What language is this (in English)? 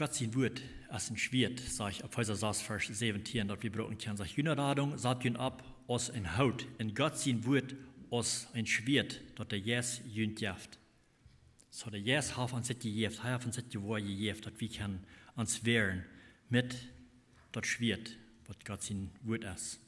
Plautdietsch